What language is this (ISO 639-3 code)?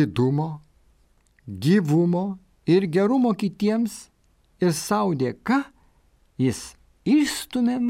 lit